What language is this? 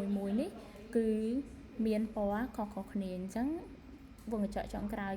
Khmer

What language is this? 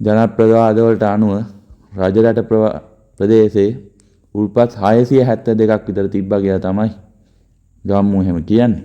Sinhala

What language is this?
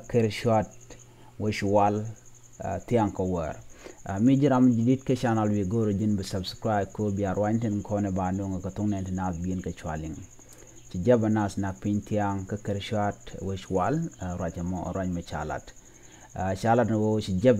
Nuer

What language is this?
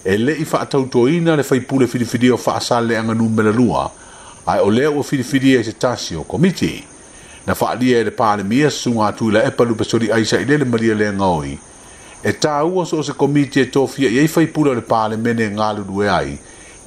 Samoan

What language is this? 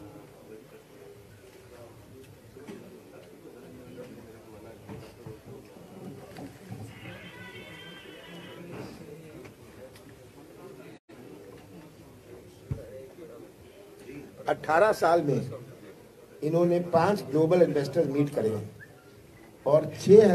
Hindi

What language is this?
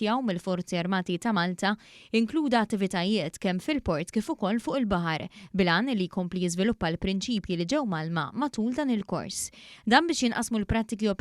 Maltese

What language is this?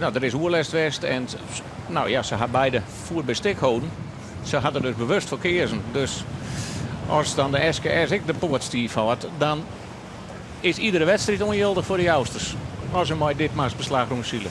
Western Frisian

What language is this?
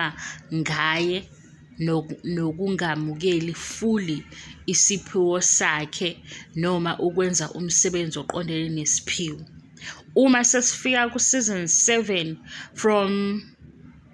Zulu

